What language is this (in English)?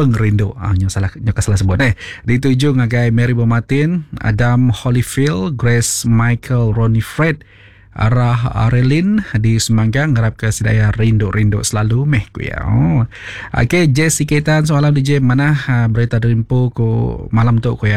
Iban